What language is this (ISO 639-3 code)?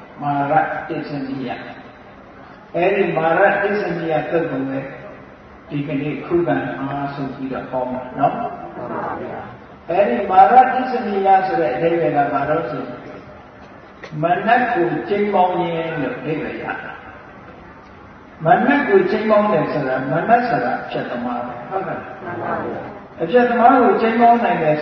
mya